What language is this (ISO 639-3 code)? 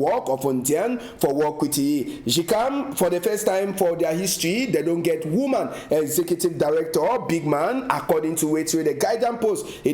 wes